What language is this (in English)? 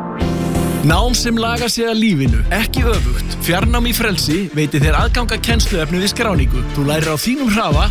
Icelandic